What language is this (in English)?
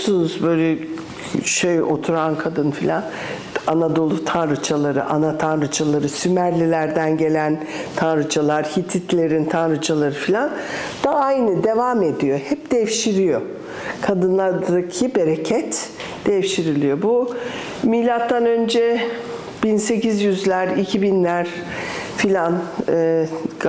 Turkish